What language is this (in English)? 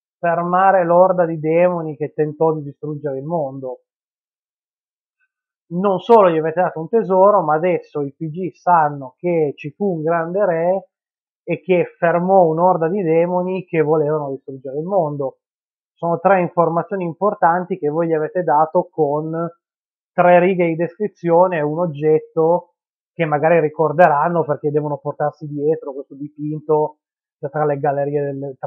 Italian